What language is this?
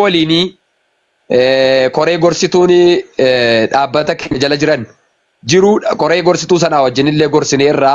Oromo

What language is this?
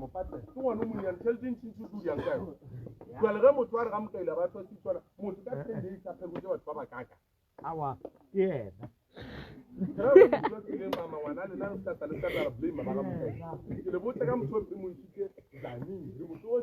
Northern Sotho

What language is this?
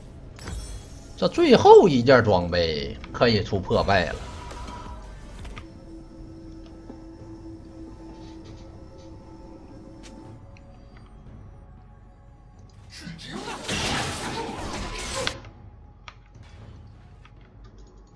Chinese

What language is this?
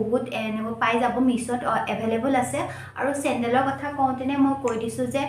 Assamese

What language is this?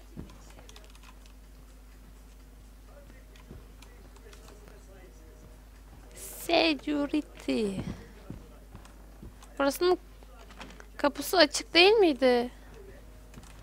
Turkish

